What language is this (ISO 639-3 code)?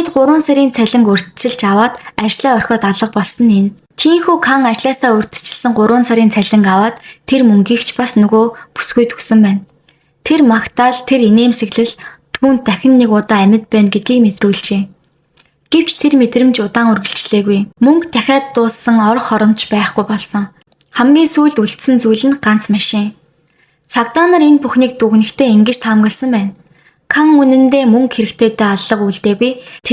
mon